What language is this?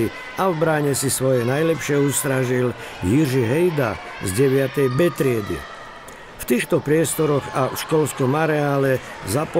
Slovak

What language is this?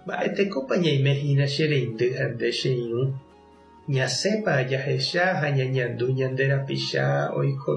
Guarani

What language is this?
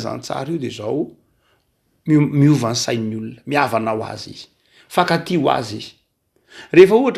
Malagasy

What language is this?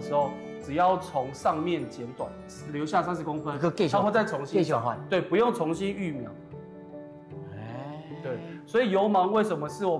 Min Nan Chinese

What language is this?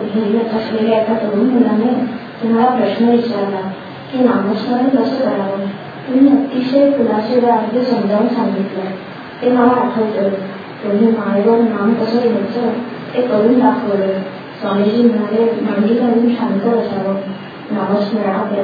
Marathi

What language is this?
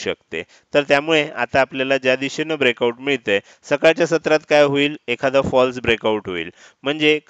Marathi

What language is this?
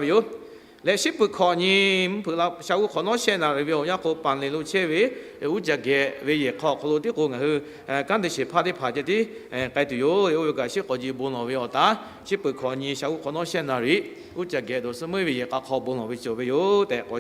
Lahu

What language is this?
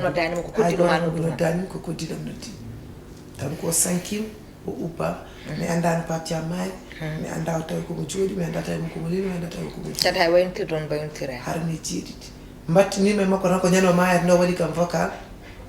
Fula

